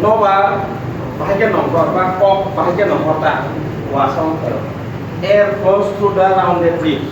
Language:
Kok Borok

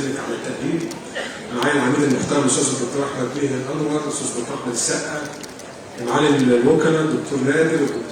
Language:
Egyptian Arabic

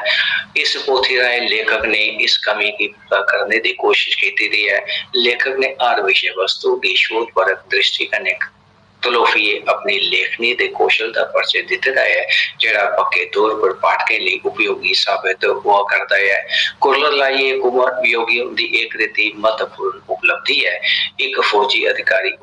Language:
Dogri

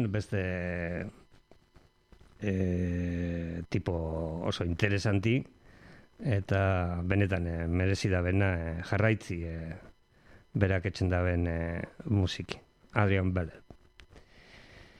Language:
Basque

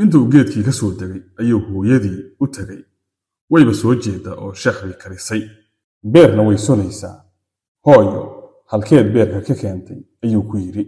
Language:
Somali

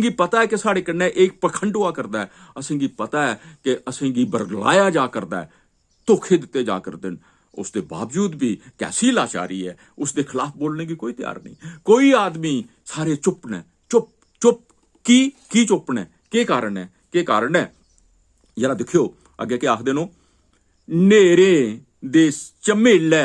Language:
Dogri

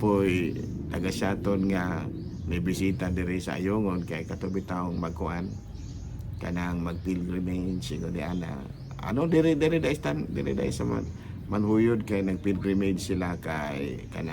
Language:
Cebuano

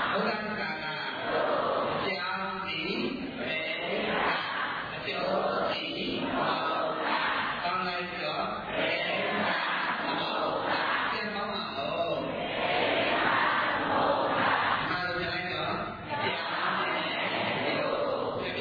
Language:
Burmese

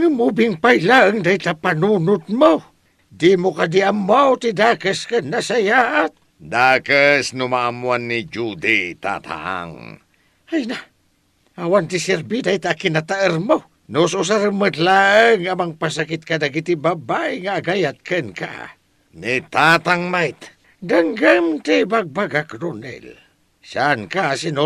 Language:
Iloko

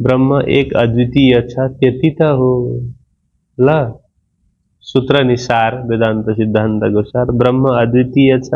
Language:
Nepali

